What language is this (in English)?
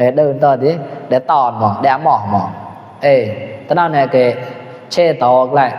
Mon